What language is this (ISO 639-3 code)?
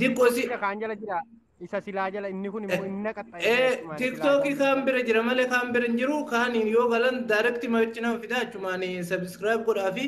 orm